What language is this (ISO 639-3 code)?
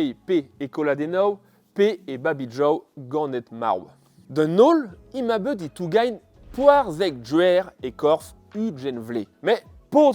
bre